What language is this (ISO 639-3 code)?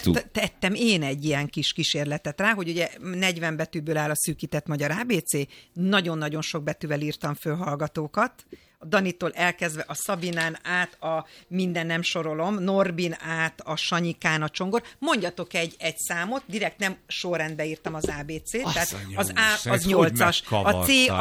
hun